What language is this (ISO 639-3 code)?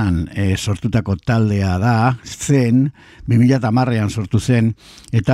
eus